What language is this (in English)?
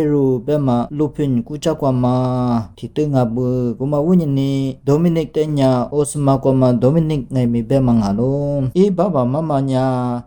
Lisu